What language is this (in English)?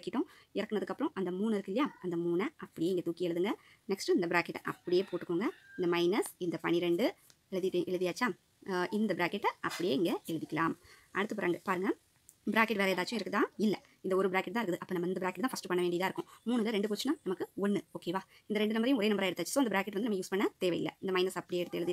Tamil